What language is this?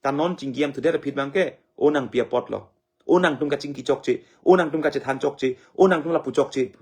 Karbi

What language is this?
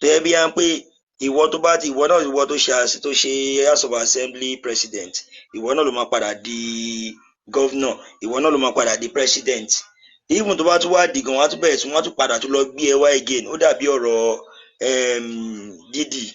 Yoruba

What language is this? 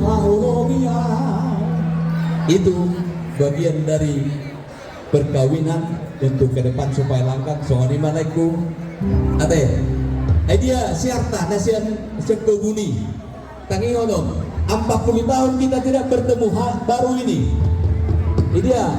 Batak Toba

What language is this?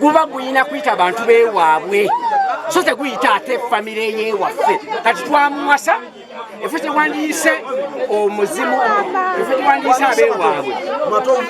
Ganda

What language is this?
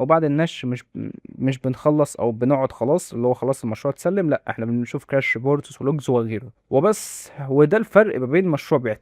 Egyptian Arabic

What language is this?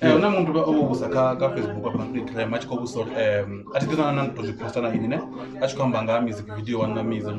Venda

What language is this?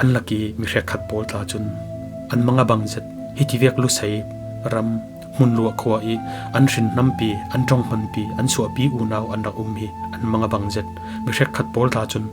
Falam Chin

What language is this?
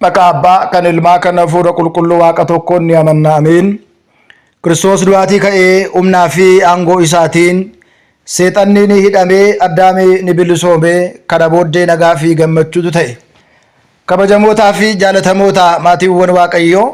Oromo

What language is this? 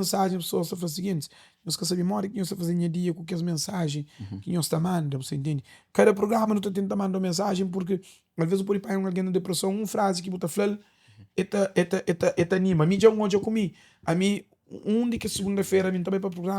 Kabuverdianu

